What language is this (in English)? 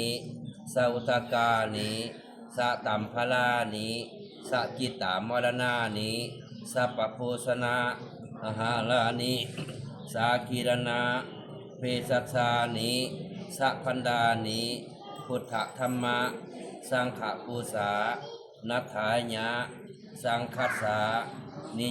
Northeastern Thai